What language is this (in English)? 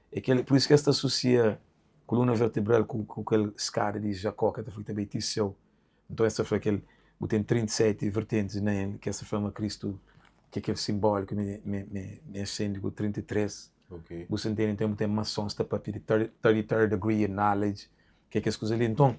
Kabuverdianu